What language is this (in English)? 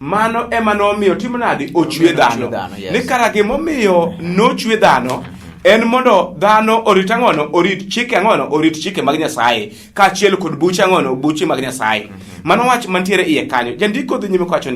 Luo (Kenya and Tanzania)